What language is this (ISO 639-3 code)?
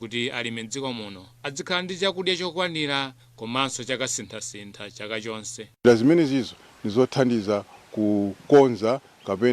nya